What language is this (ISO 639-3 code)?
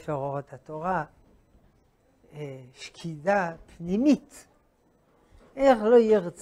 heb